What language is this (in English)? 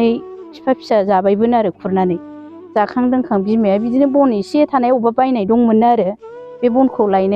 Bodo